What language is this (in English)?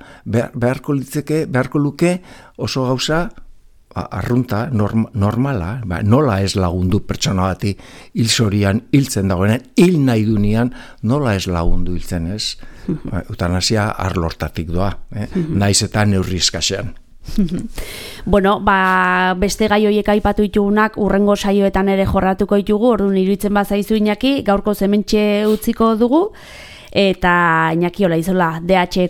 Basque